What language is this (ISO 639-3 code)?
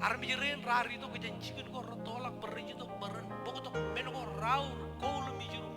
mah